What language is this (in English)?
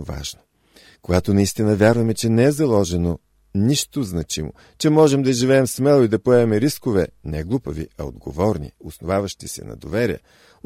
Bulgarian